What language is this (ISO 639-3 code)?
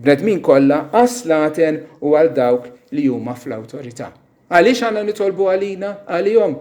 mlt